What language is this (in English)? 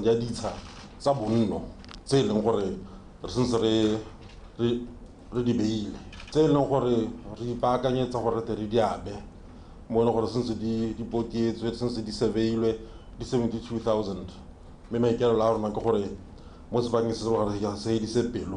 Tswana